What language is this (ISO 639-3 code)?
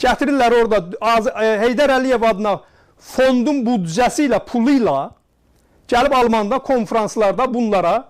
azb